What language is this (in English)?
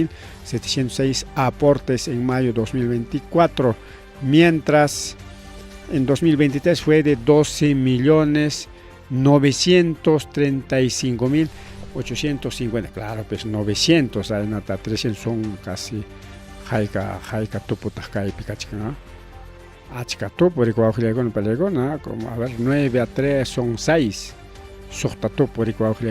Ayacucho Quechua